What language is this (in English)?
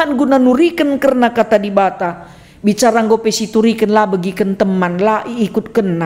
Batak Karo